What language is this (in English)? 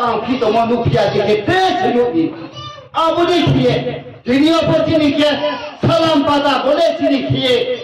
Riang (India)